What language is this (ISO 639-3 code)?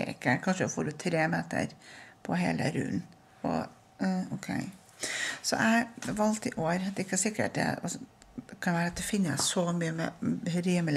nor